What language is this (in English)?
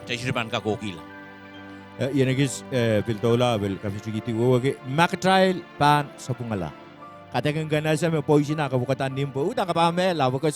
Pohnpeian